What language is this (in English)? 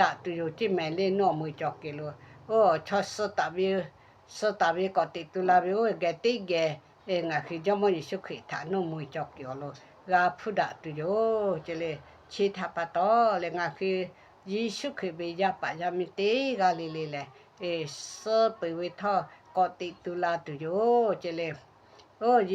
Lahu